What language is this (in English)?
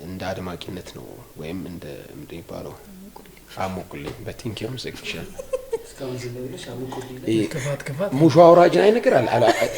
Amharic